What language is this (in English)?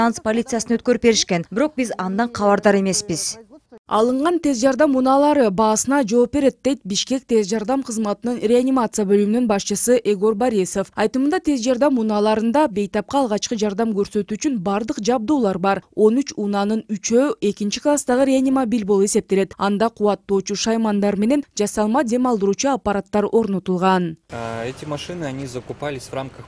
Kyrgyz